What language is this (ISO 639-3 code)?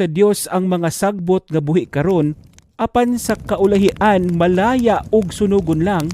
ceb